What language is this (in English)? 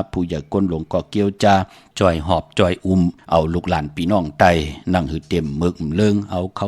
Shan